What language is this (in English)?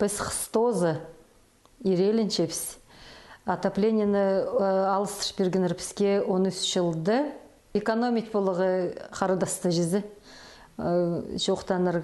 Khakas